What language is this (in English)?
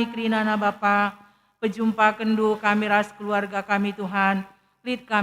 Batak Karo